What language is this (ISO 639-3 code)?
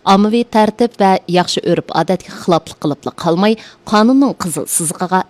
uig